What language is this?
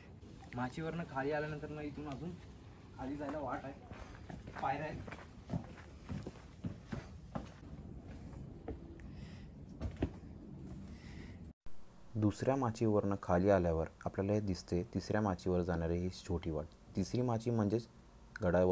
Marathi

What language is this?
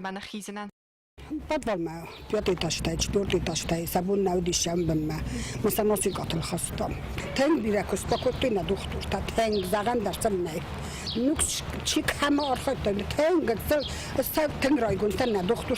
Ossetic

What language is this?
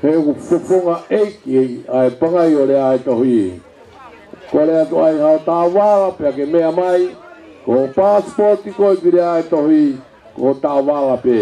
Tongan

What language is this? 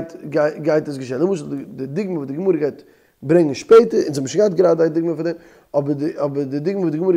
Yiddish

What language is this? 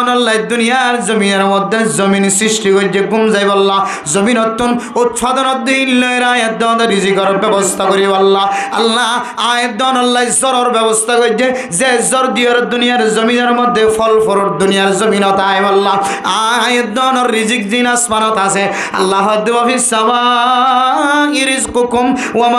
Rohingya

